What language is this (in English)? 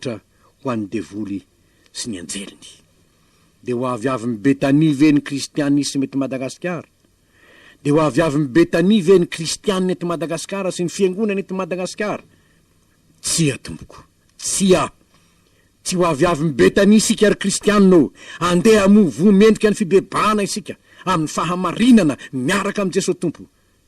Malagasy